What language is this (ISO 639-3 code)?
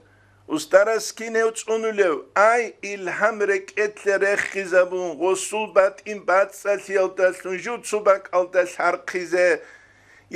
ava